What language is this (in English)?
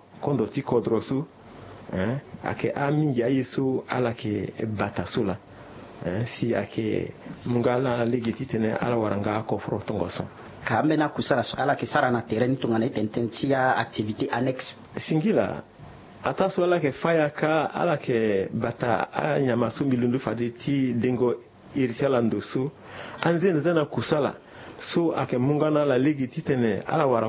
Sango